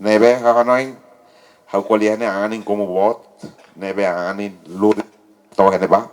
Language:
Tetum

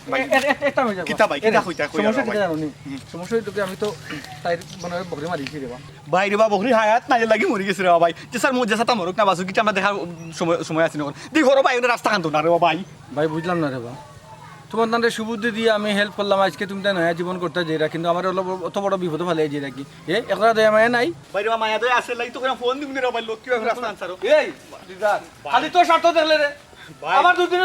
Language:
Sylheti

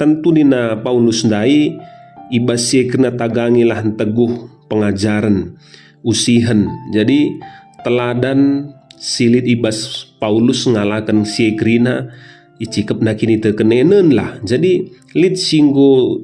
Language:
Batak Karo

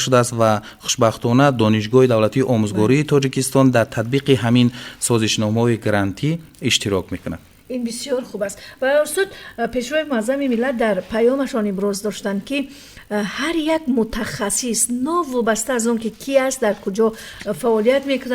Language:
Tajik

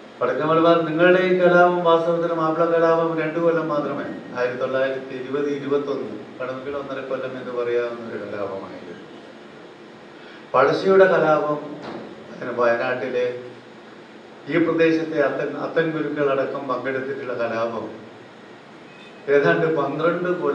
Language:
Malayalam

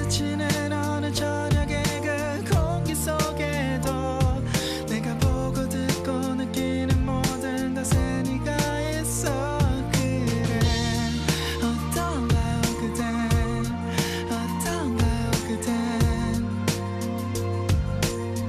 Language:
Korean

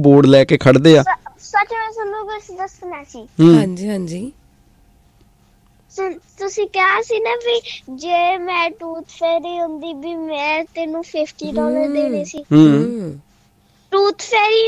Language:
Punjabi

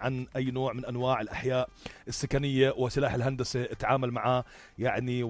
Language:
North Levantine Arabic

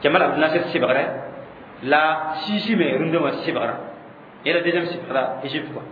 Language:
Mossi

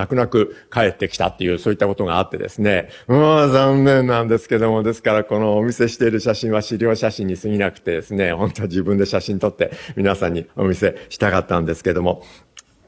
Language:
Japanese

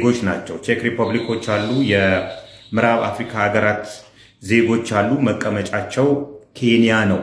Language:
Amharic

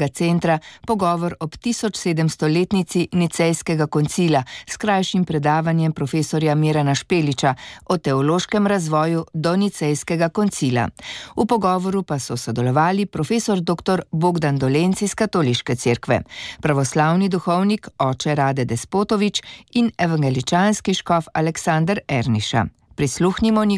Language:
Slovenian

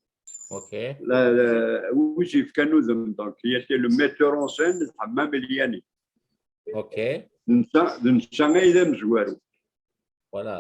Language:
Kabyle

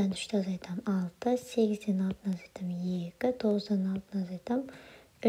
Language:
Kazakh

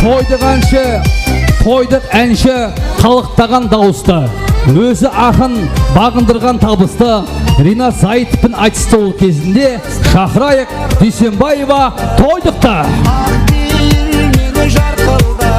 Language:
Kara-Kalpak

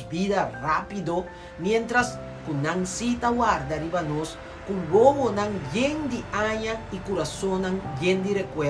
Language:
Papiamento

